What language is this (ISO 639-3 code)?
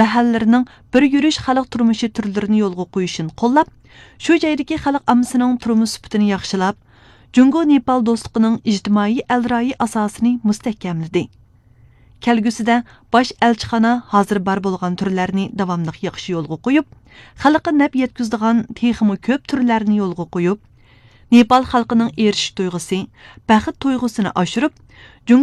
uig